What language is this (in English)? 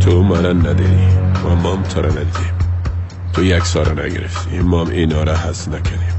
Persian